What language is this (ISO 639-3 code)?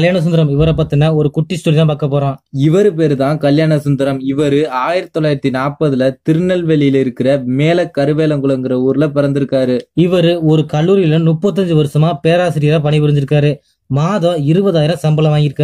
tam